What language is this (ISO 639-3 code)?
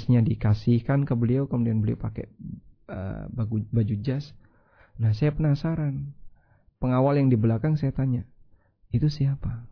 ind